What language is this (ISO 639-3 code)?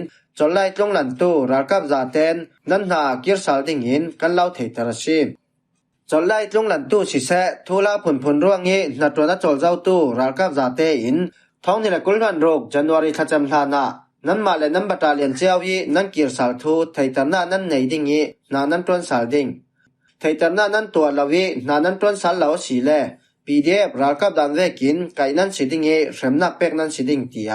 cfm